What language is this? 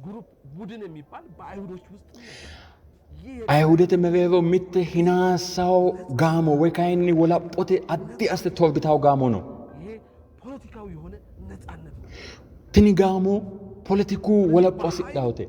Sidamo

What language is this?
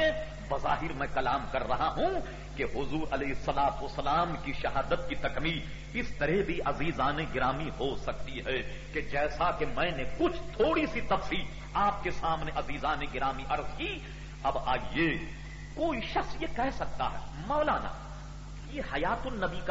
Urdu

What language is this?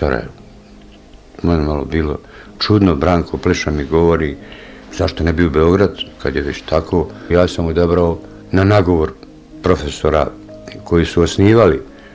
Bosnian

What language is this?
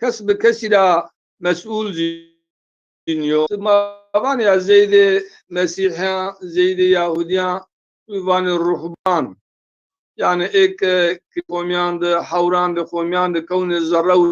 Zaza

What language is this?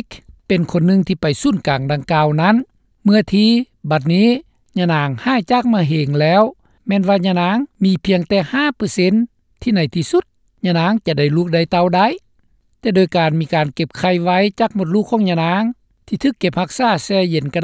Lao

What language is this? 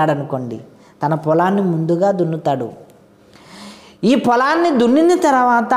Telugu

